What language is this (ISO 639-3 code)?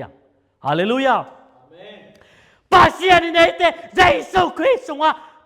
ctd